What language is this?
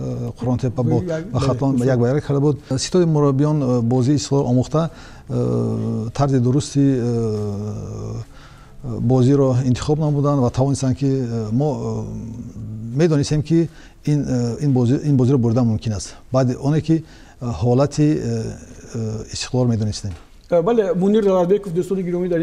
Tajik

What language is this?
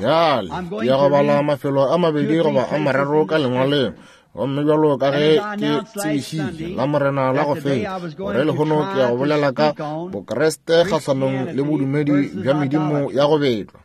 Northern Sotho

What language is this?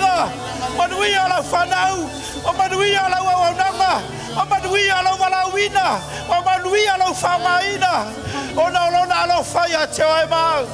Samoan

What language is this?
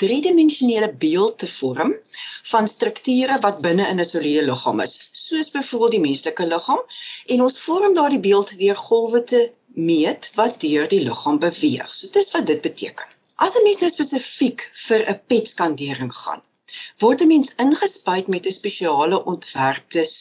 Afrikaans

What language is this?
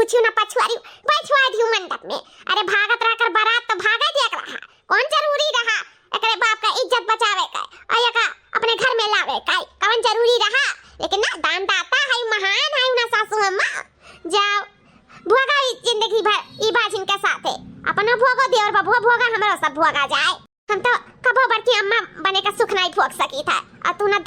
Awadhi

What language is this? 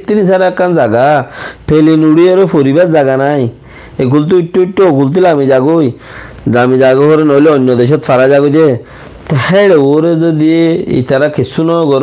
Rohingya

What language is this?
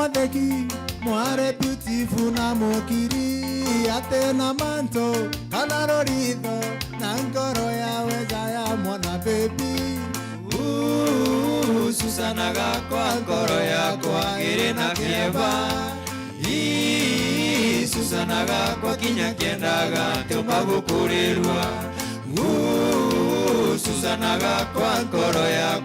Meru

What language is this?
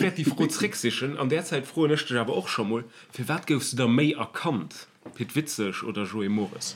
Luxembourgish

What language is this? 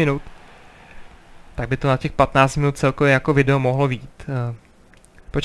Czech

